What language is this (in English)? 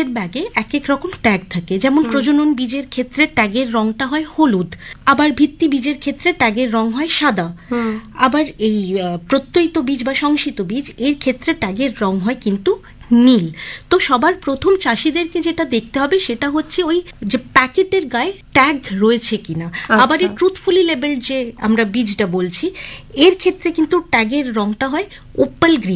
Bangla